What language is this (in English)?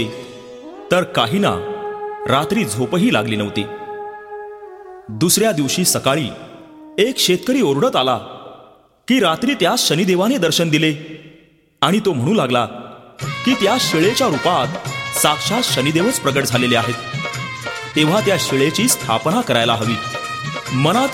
Marathi